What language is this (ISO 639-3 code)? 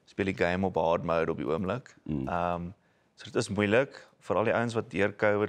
afr